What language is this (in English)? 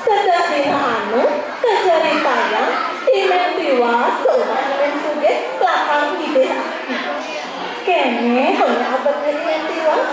Balinese